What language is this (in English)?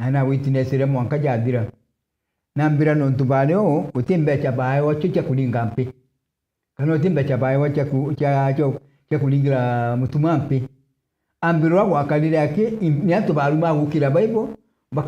Meru